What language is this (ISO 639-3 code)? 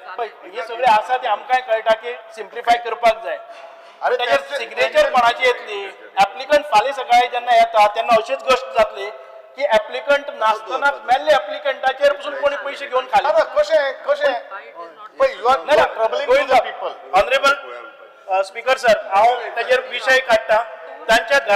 kok